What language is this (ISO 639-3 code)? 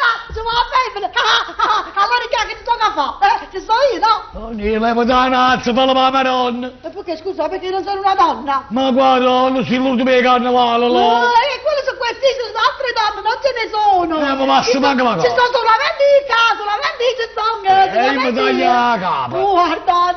nap